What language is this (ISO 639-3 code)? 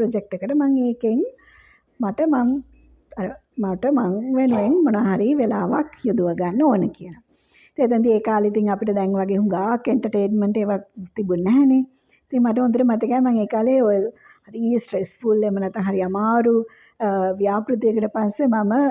sin